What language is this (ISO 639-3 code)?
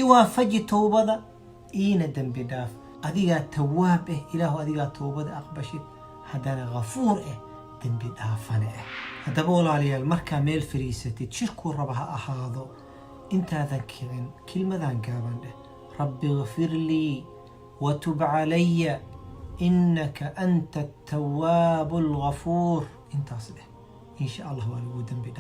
som